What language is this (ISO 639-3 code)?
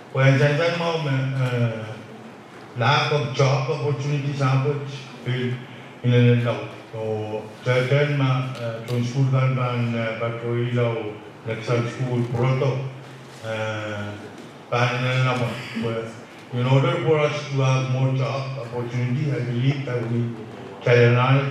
pon